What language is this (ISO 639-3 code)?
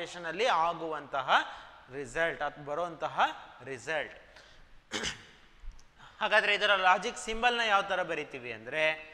kan